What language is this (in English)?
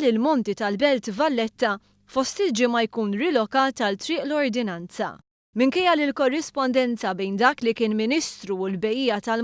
Maltese